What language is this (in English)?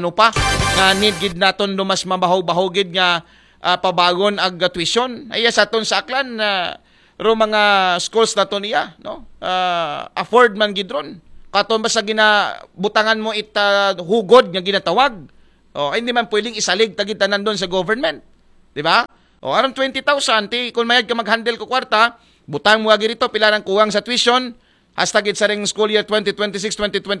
Aklanon